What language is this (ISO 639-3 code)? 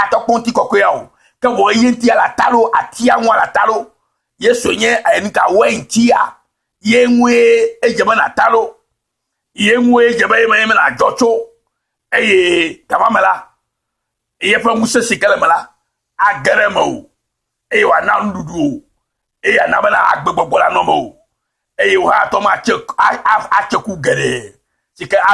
ewe